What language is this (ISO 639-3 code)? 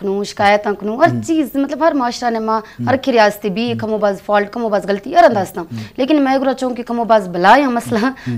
bal